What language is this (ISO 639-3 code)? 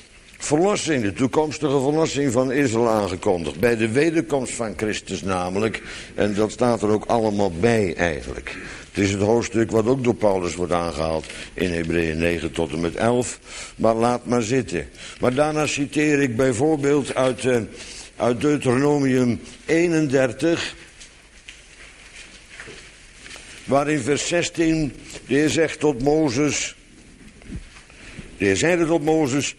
nld